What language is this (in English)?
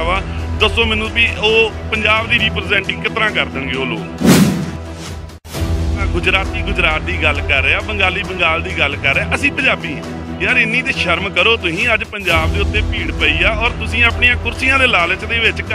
Punjabi